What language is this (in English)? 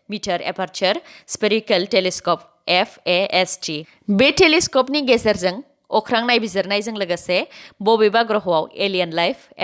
Bodo